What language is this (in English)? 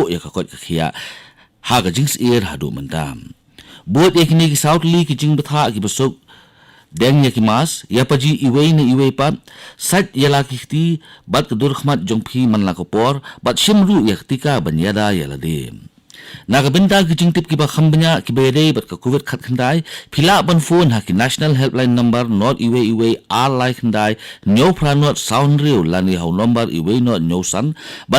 Khasi